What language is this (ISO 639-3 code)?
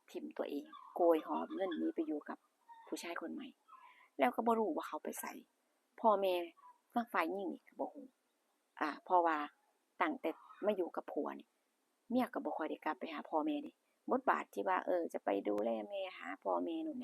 tts